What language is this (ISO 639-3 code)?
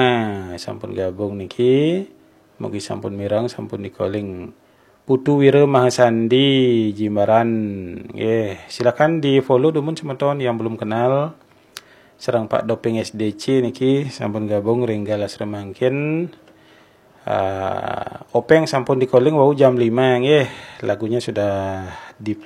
ban